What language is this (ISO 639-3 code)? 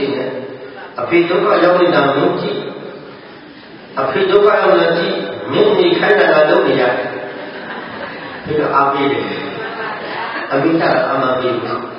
mya